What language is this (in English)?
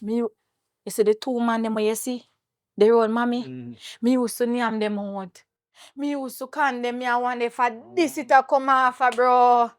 Jamaican Creole English